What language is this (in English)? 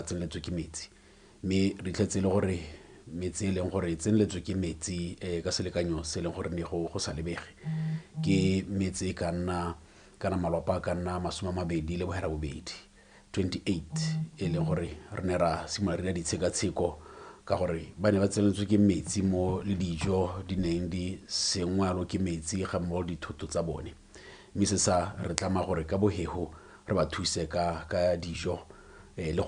Tswana